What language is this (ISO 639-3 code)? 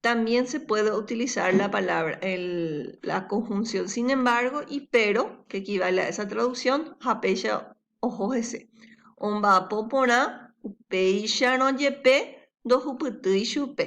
grn